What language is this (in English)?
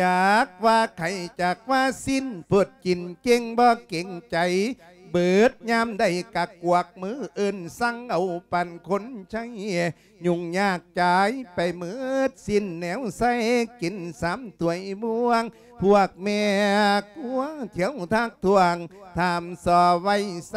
Lao